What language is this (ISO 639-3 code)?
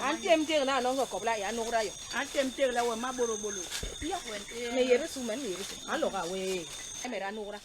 bas